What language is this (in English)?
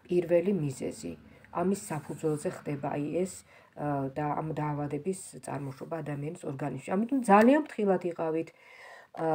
Georgian